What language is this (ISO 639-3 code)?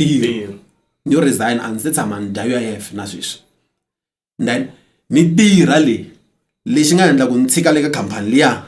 tso